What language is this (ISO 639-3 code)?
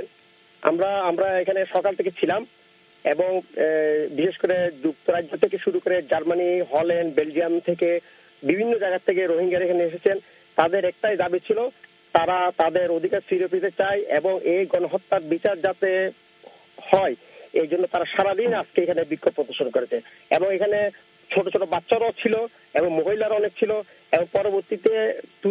ben